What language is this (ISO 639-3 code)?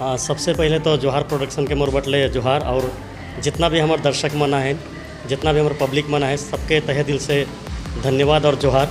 sck